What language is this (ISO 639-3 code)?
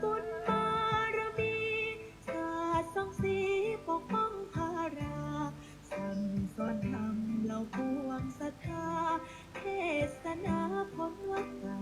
pli